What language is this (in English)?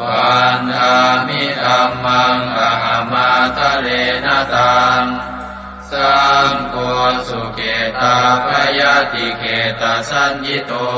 Pali